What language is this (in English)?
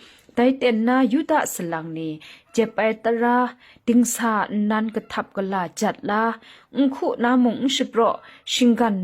Kachin